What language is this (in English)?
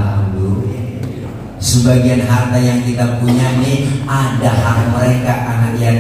Betawi